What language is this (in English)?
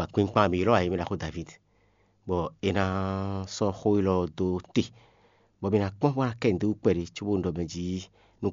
Fon